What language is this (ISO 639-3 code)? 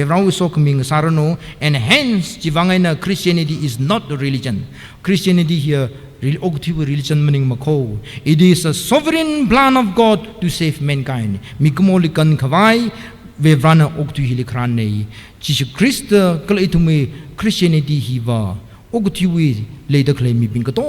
nmf